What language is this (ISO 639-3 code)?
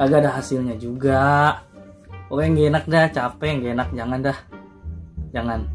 bew